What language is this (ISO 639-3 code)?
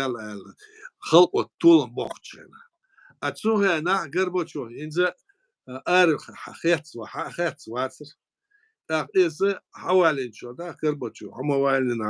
che